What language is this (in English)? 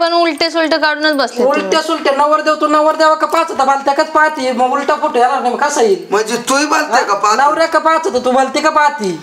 Marathi